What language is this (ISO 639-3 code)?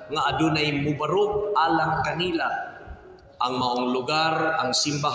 ceb